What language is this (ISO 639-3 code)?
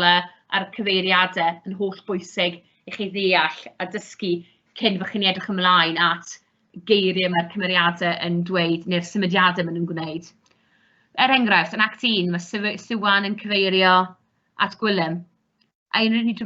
cym